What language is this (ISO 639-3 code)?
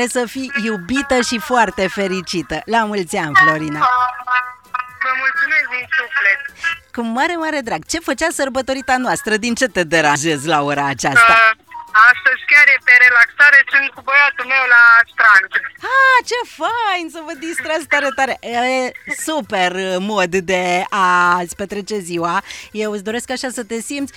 ron